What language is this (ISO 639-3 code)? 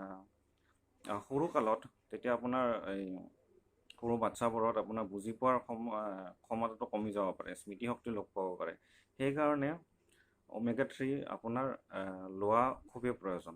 asm